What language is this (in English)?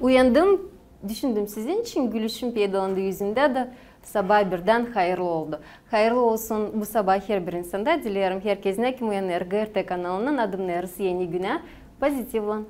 Gagauz